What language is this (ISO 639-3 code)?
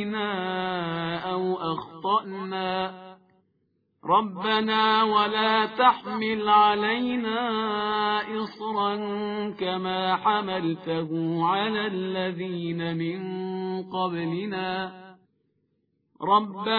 ara